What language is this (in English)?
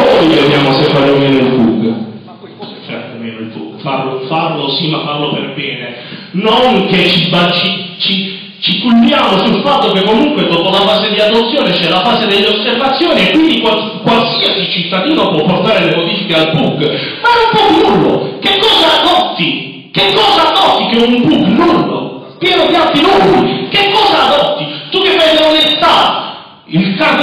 Italian